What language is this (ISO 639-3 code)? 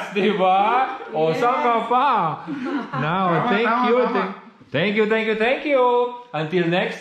fil